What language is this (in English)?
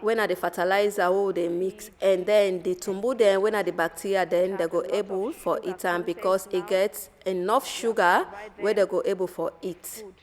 Nigerian Pidgin